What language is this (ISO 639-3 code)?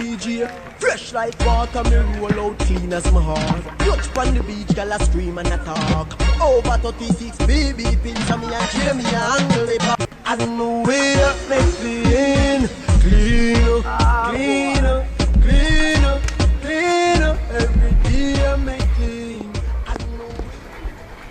jam